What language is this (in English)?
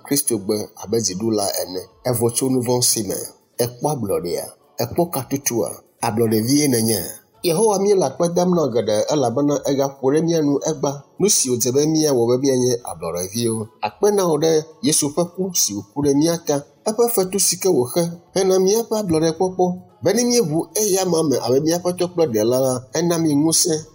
Ewe